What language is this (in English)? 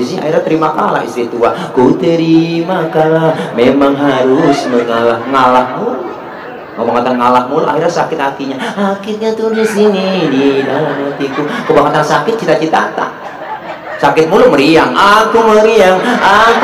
Betawi